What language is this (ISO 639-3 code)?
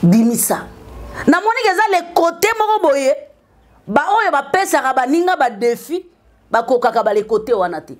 lin